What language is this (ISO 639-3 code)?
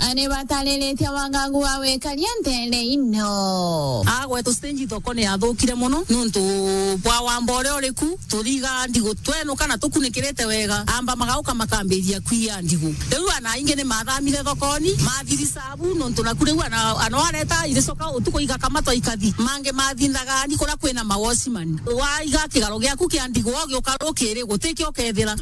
mer